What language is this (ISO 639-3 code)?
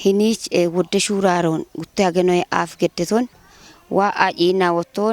kbr